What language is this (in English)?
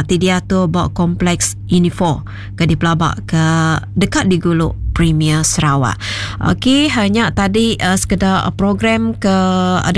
Iban